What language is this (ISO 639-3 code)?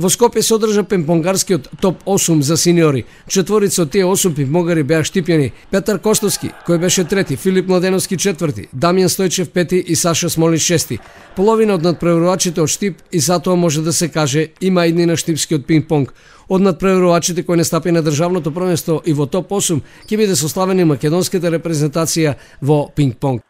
mkd